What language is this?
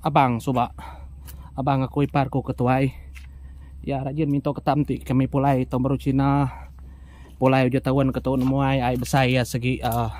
Iban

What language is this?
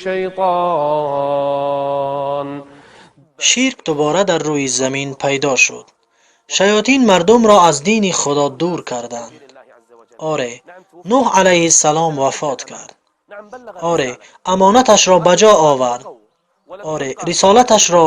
Tajik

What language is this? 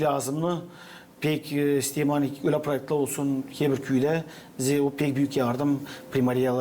Gagauz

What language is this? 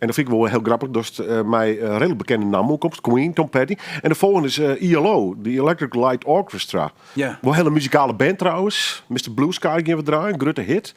Western Frisian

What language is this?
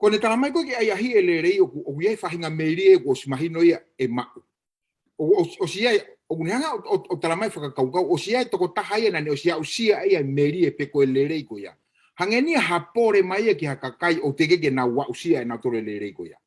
Tongan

